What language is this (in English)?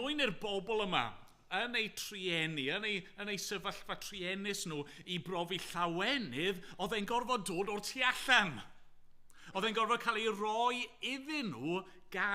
Welsh